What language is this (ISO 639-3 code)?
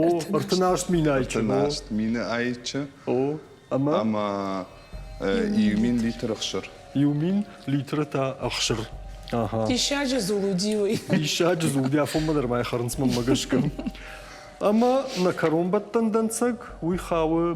oss